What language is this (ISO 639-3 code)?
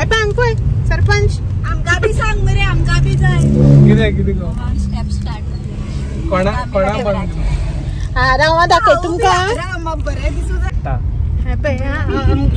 kok